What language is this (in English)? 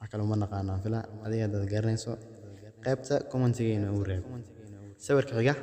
Somali